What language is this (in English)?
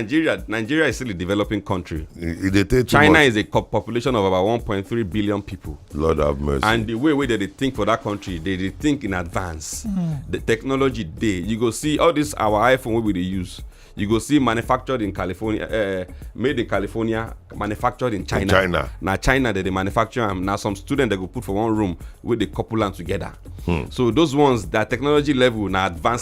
Nigerian Pidgin